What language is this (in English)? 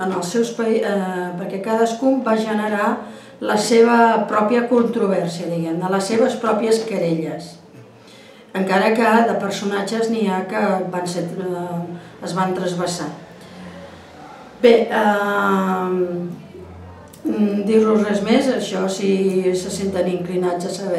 Catalan